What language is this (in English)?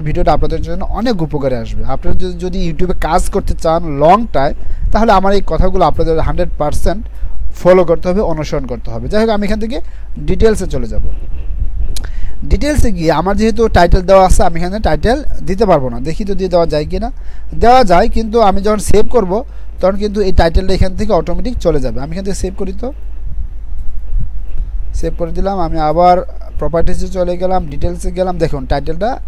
Bangla